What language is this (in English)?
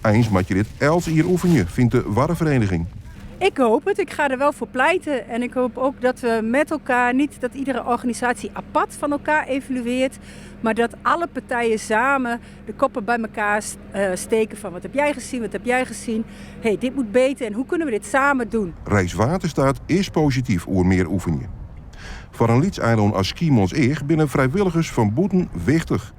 Western Frisian